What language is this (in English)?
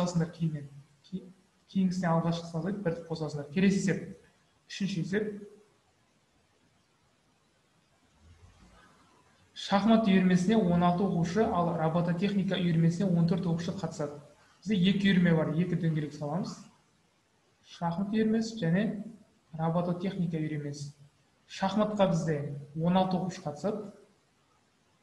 Kazakh